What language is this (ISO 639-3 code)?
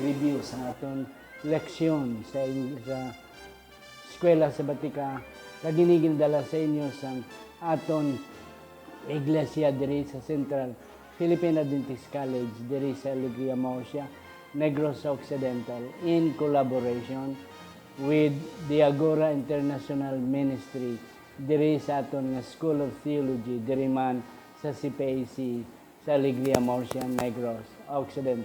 hil